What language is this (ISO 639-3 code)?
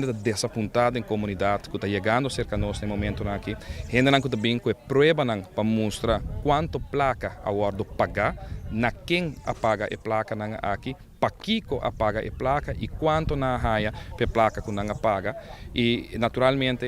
pap